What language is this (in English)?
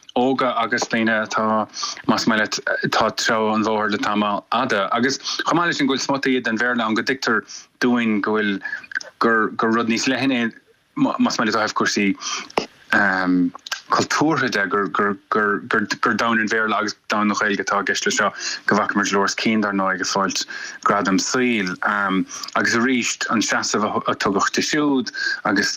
Irish